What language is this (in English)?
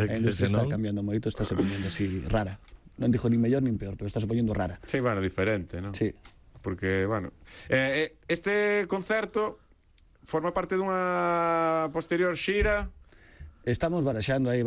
Galician